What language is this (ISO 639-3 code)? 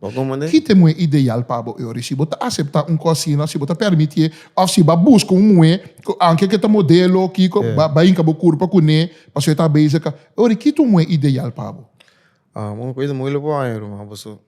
pap